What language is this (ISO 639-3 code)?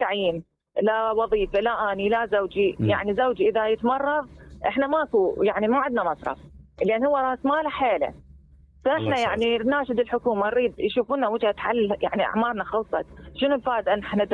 acm